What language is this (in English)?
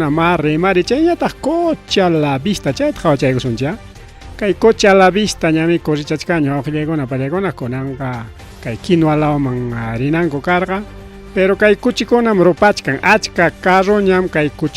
Ayacucho Quechua